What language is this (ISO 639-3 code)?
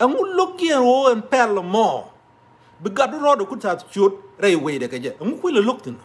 nus